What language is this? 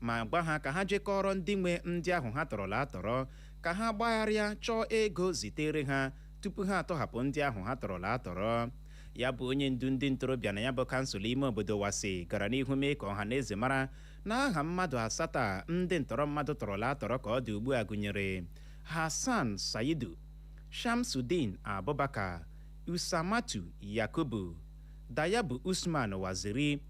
Igbo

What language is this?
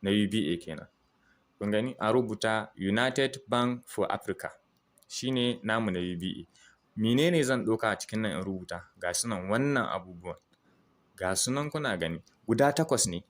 Hausa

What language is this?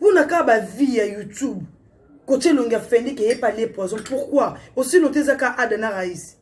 Lingala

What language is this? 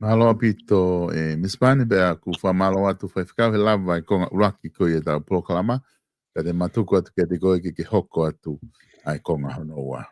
Tongan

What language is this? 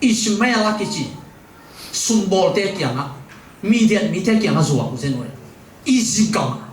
Tedim Chin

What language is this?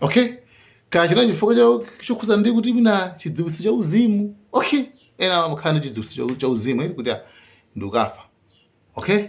Nyanja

